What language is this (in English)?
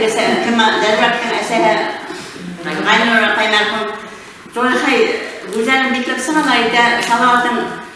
Bashkir